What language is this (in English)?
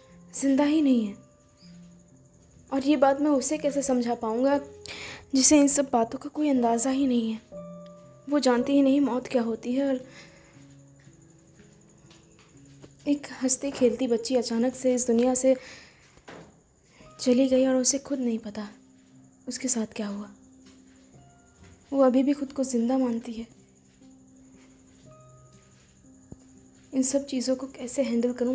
Hindi